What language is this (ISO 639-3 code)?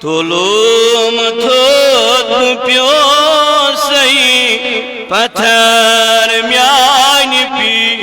kas